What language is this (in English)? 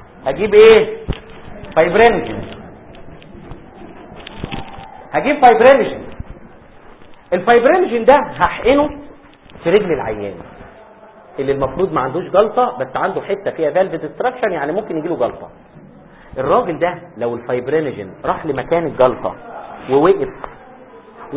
Egyptian Arabic